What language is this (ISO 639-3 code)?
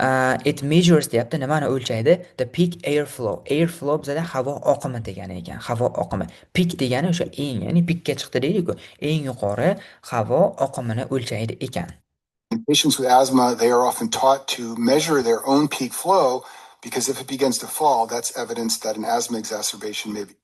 uzb